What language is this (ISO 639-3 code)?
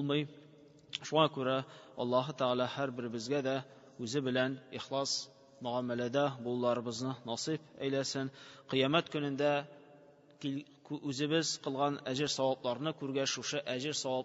tat